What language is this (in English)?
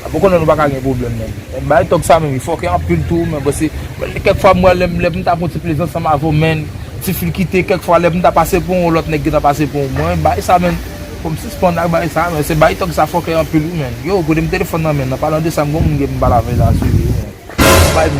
Haitian Creole